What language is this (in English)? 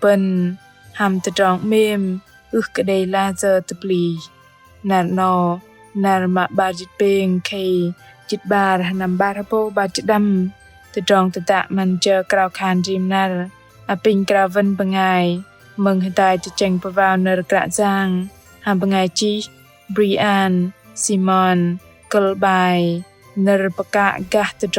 Bahnar